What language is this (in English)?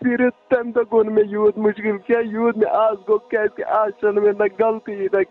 Kashmiri